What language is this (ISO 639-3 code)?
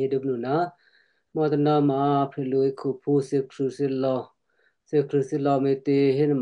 kyu